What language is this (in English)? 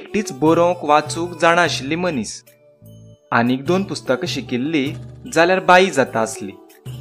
Konkani